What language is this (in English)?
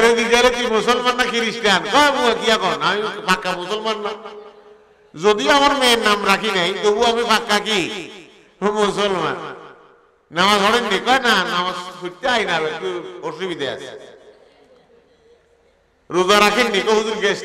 Bangla